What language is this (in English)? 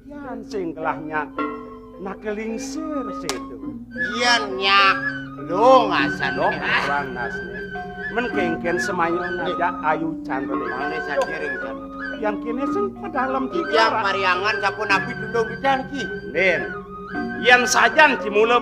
Balinese